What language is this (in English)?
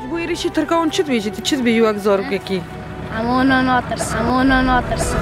Kurdish